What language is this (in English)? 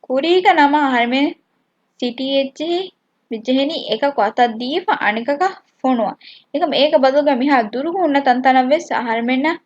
Divehi